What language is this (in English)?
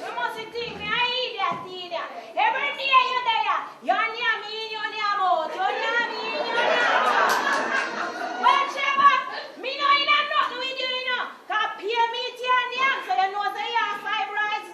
Jamaican Creole English